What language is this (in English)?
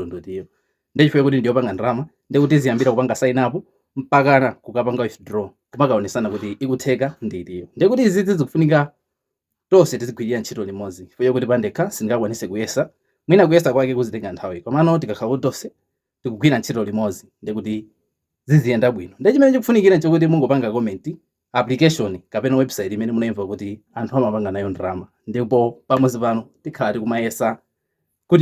Nyanja